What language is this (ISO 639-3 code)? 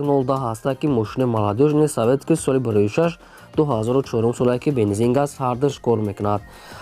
tgk